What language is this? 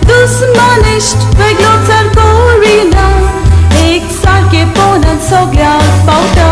Konkani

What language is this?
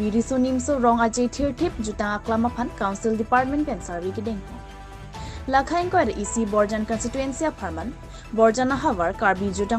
Karbi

